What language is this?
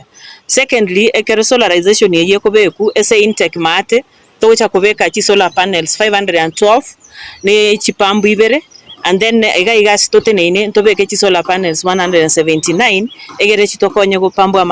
Gusii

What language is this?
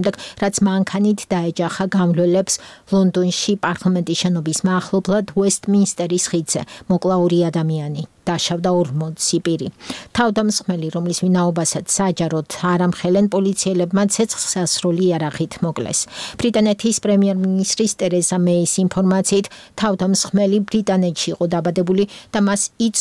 Georgian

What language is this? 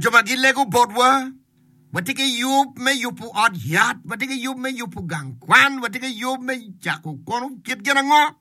Acoli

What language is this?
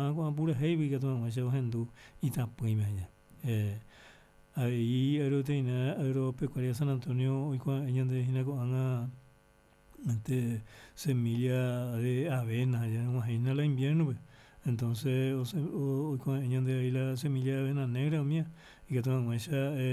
Guarani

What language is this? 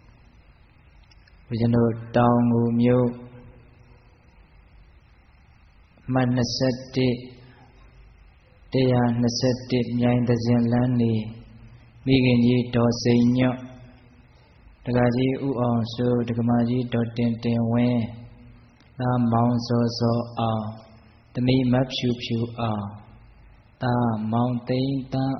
Burmese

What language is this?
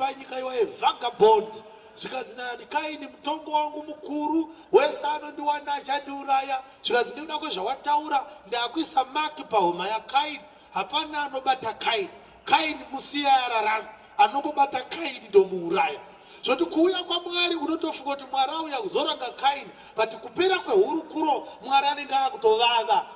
Shona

